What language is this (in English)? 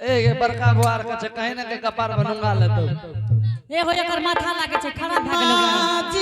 Angika